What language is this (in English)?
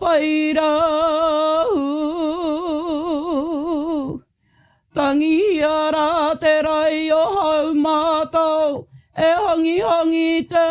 Māori